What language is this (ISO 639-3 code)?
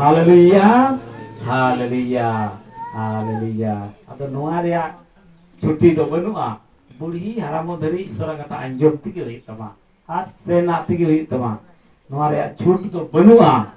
sat